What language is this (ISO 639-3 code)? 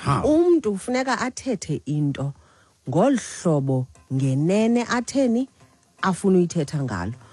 xho